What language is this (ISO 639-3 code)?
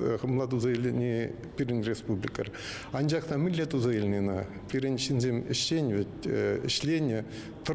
chv